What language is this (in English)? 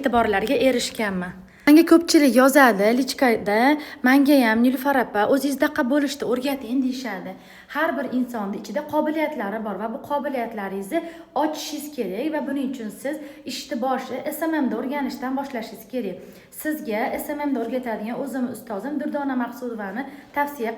Uzbek